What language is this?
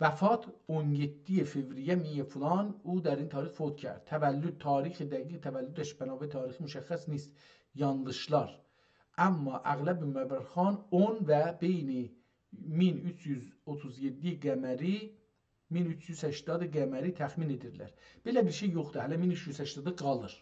South Azerbaijani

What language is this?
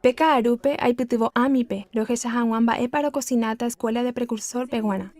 Guarani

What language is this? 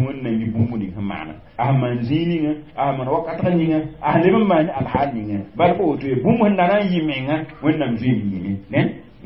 Mossi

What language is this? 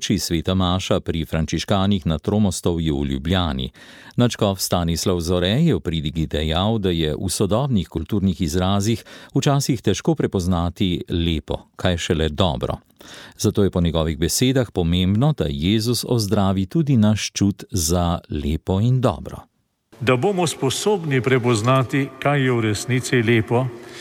Slovenian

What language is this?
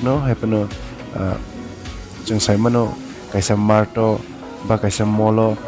Kok Borok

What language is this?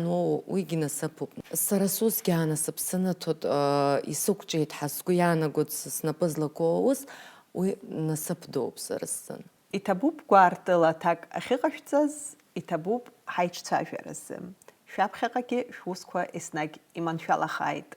Abkhazian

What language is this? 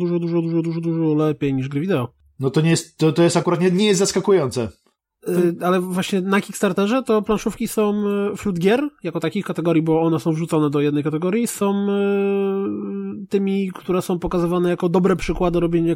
Polish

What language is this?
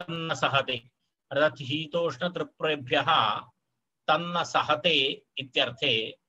Sanskrit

